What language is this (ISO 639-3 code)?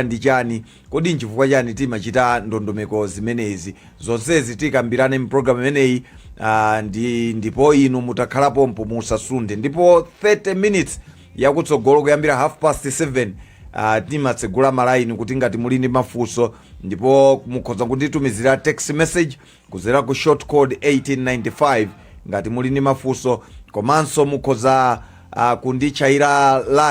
nya